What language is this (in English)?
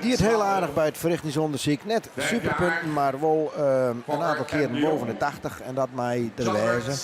Western Frisian